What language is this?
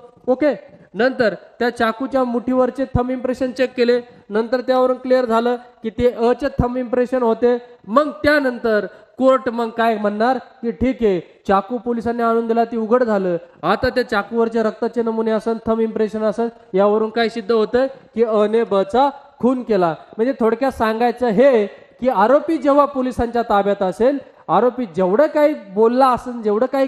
Marathi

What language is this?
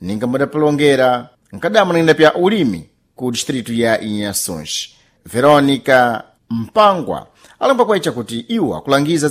Sena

